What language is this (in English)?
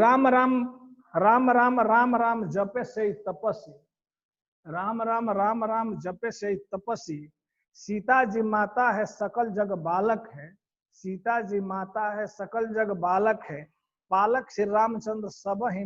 Bhojpuri